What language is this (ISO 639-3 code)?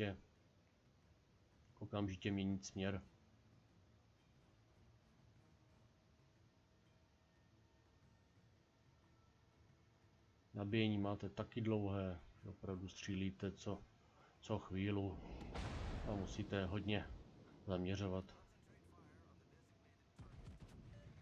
ces